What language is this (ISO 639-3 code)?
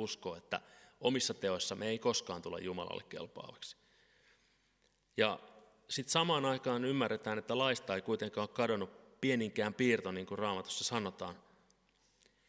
fin